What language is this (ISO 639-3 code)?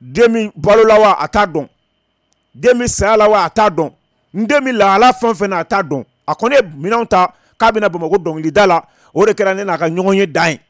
bam